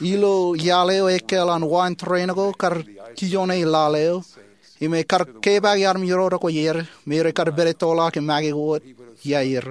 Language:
Marshallese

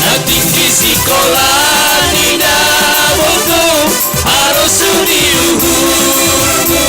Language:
Batak Simalungun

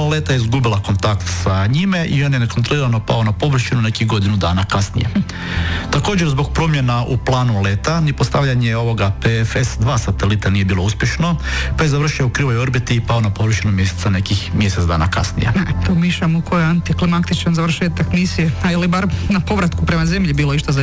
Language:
Croatian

